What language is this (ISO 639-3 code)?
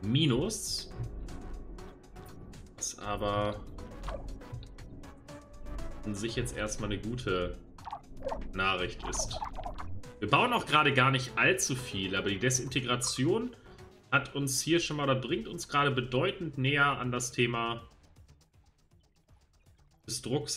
deu